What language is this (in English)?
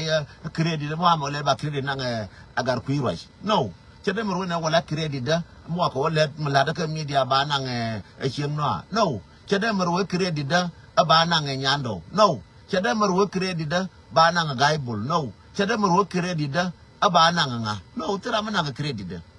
Nuer